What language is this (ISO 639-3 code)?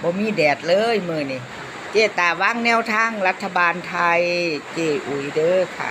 lao